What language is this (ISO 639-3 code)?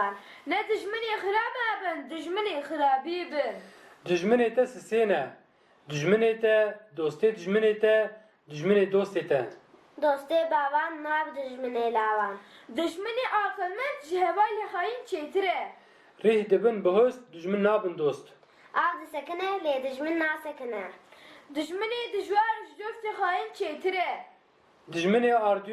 kur